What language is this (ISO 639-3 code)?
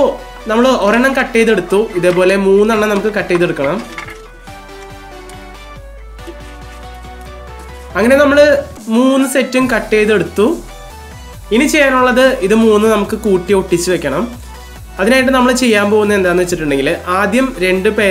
mal